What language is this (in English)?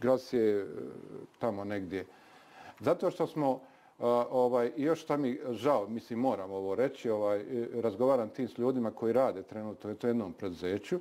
Bosnian